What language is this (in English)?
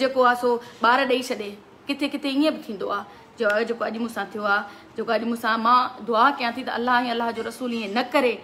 Sindhi